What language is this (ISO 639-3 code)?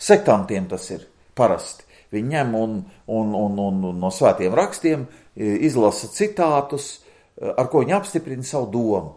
lav